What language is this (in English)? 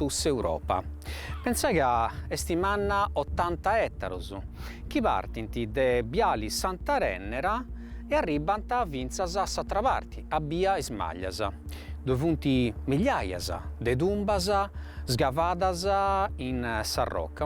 Sardinian